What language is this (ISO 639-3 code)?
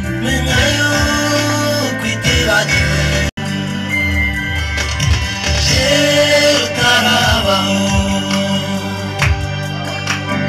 kin